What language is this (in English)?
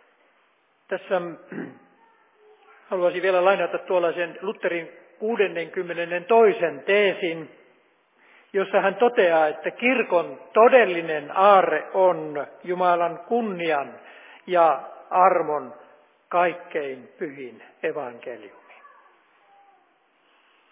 Finnish